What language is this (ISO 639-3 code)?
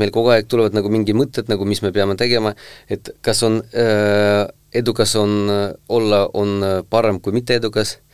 est